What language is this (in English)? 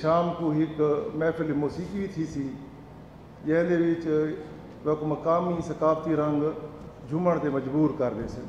Saraiki